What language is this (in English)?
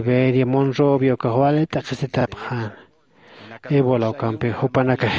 Aymara